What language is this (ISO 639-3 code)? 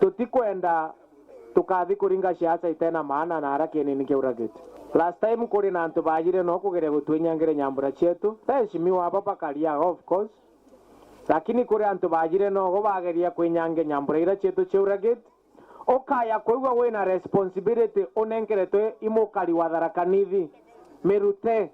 mer